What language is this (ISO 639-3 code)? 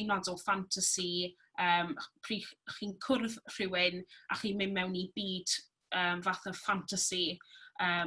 cym